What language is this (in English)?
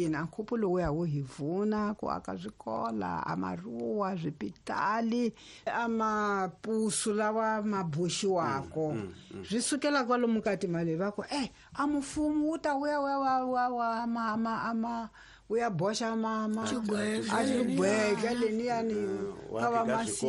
Tsonga